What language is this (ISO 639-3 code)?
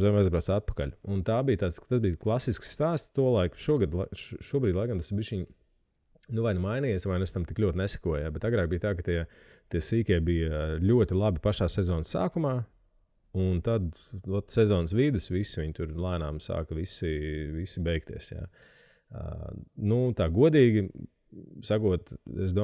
lav